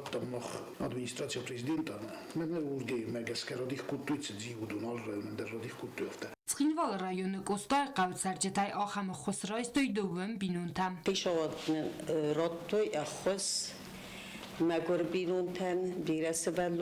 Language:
Ossetic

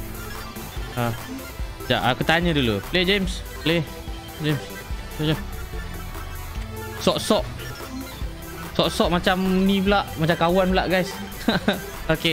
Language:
Malay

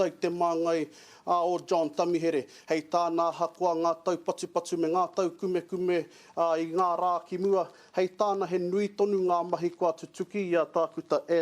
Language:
Māori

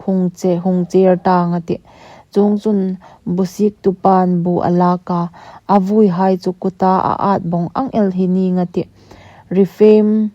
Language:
Hmar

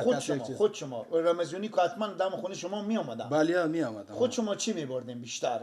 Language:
Persian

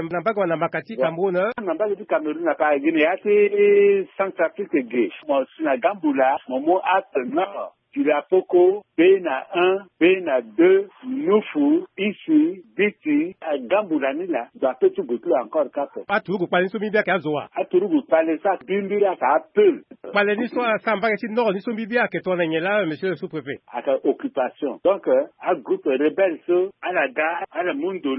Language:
Sango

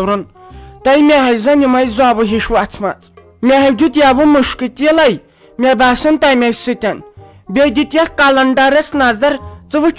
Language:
Kashmiri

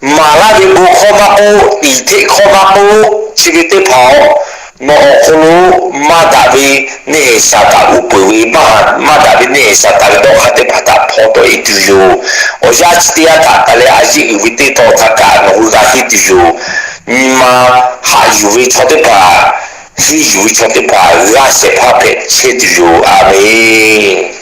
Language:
Lahu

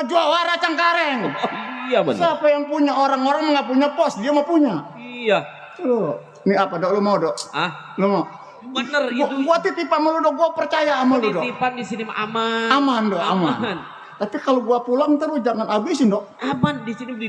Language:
Betawi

